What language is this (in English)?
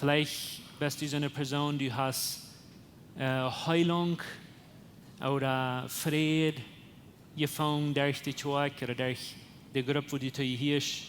Plautdietsch